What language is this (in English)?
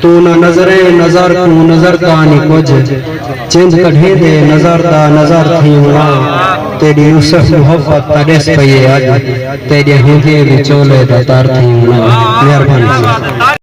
Saraiki